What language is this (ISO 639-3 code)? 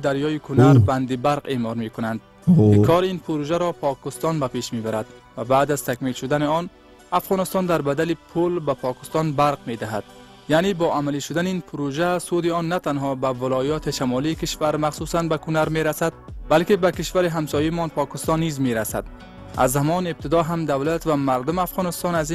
fas